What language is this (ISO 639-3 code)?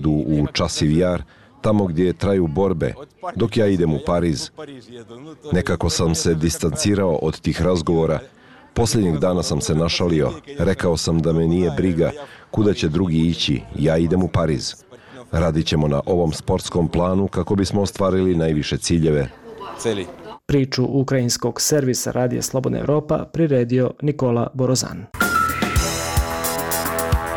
bos